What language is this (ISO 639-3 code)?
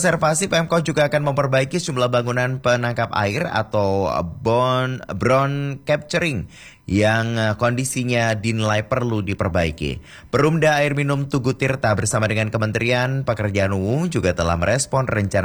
ind